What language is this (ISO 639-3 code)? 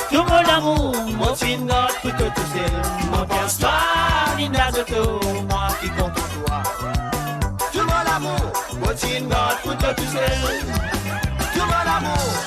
mfe